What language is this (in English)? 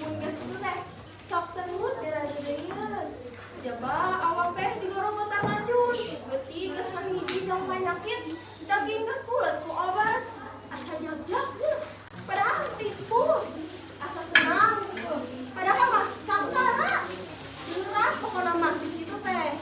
Sundanese